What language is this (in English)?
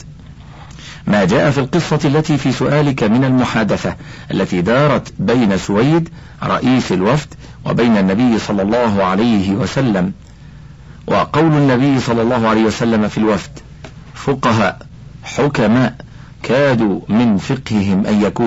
Arabic